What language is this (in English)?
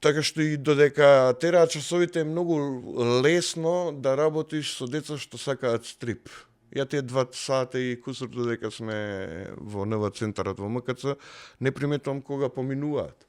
Macedonian